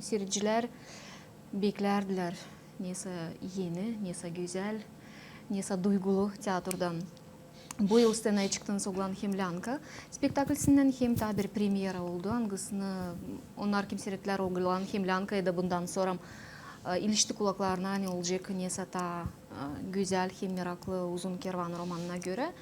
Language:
Gagauz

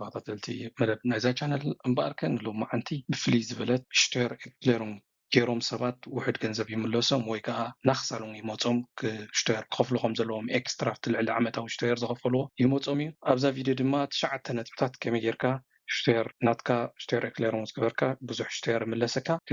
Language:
Tigrinya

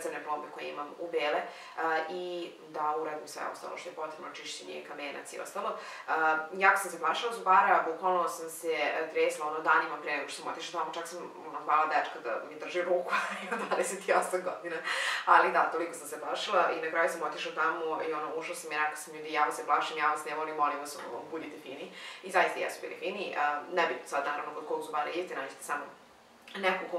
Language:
Serbian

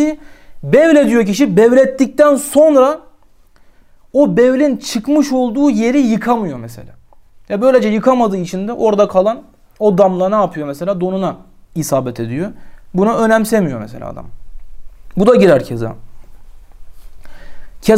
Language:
Turkish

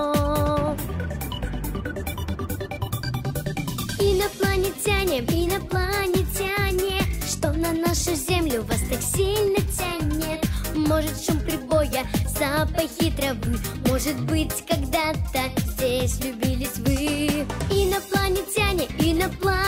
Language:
Russian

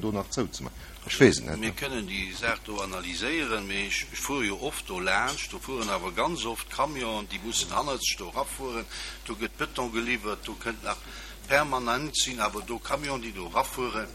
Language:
Luxembourgish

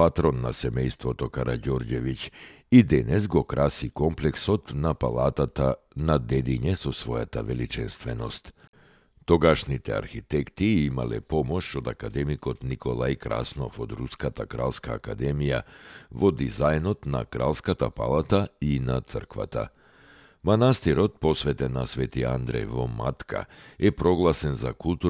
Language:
Macedonian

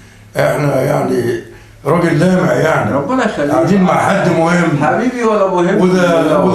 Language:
Egyptian Arabic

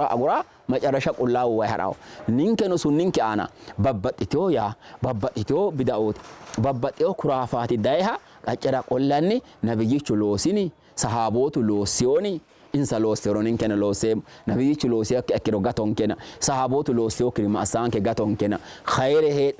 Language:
Sidamo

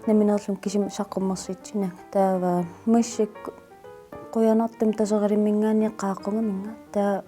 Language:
Kalaallisut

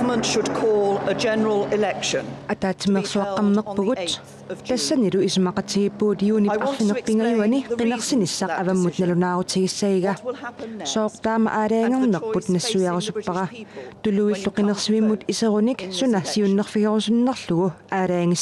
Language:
Kalaallisut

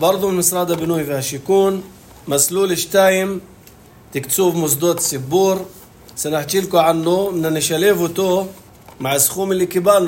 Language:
North Levantine Arabic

